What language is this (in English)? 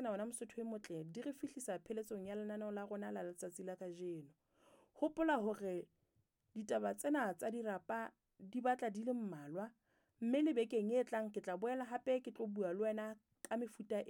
Southern Sotho